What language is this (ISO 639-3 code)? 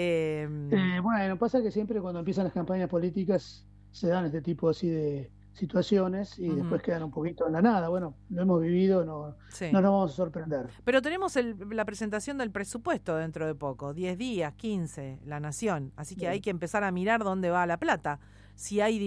spa